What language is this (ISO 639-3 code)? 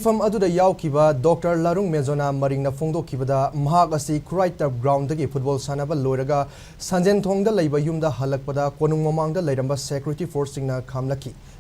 mni